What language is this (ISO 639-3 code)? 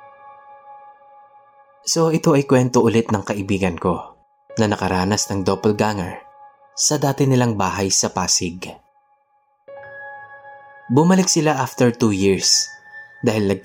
fil